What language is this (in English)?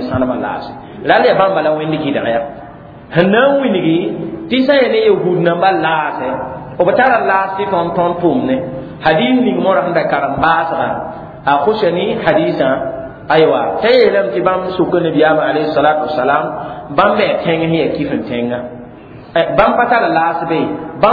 Mossi